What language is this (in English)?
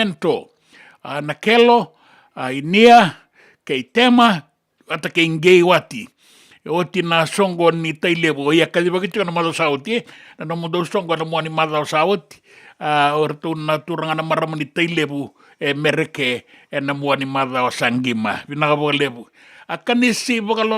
Fijian